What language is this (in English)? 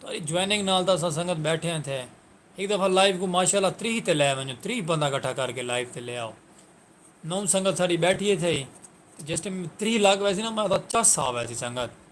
Saraiki